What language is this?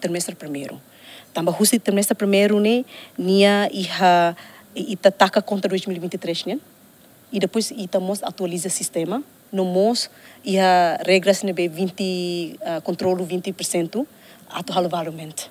Tetum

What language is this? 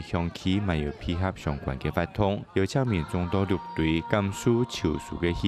Hakka Chinese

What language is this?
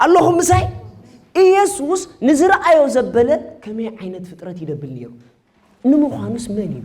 Tigrinya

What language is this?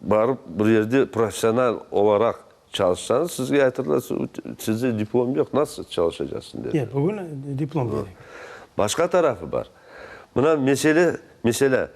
Crimean Tatar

